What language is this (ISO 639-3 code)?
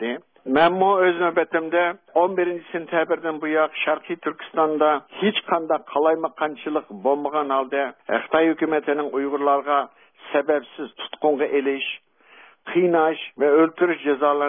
uig